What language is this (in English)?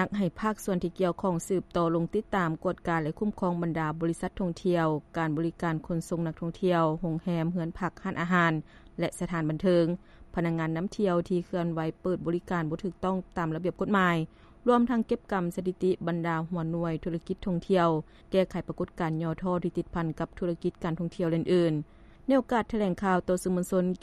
Lao